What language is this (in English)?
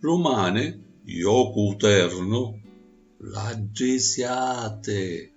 Sicilian